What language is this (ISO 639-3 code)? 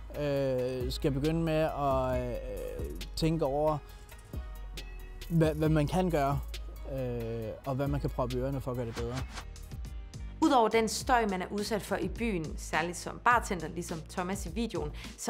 dan